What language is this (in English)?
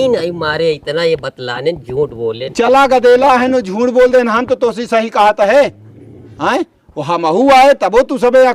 Awadhi